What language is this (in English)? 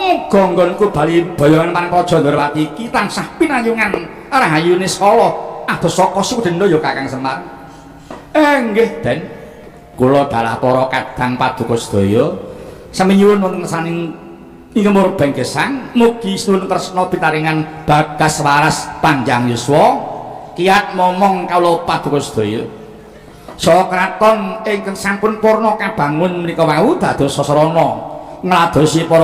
Javanese